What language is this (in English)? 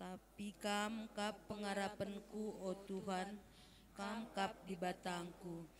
Batak Karo